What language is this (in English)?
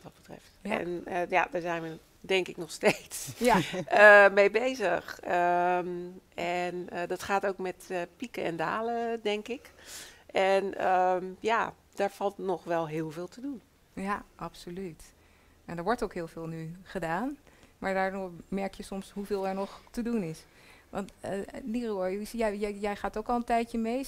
Dutch